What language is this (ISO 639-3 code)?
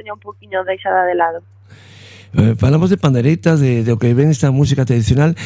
glg